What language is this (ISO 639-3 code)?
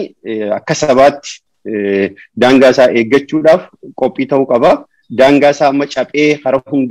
orm